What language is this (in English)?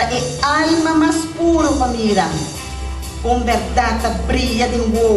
Papiamento